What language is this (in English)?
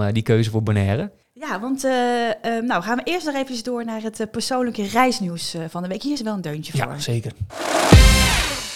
Dutch